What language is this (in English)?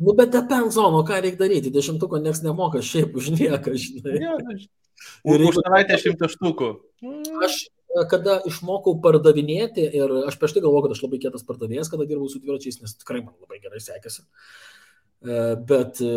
Lithuanian